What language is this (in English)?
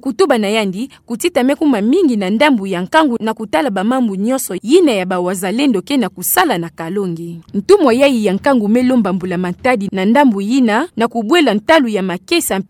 Kituba (Democratic Republic of Congo)